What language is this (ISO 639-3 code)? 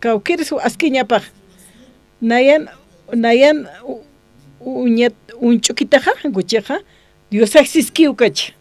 aym